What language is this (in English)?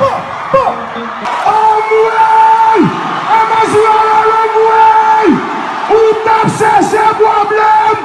Haitian Creole